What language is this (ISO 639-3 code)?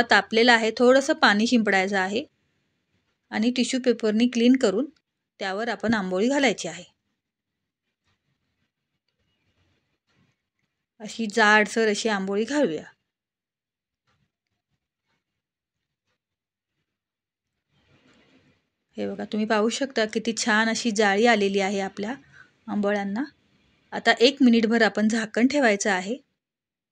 mar